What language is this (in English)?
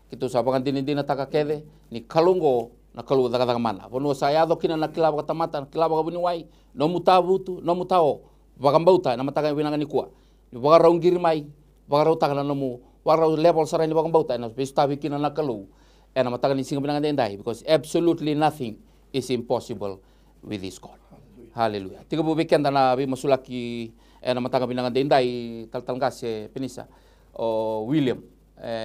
Fijian